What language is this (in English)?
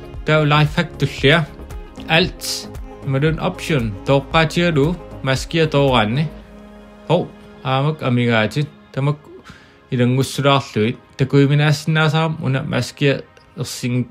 Kalaallisut